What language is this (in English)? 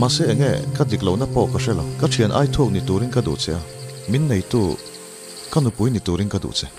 Mizo